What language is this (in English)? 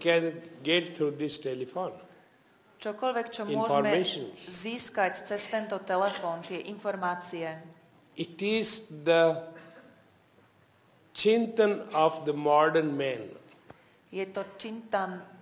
Slovak